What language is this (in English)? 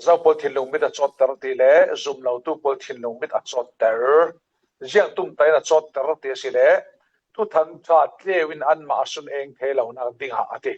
Falam Chin